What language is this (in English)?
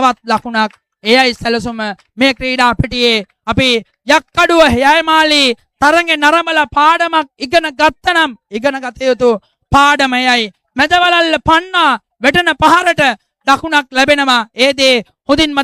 Sinhala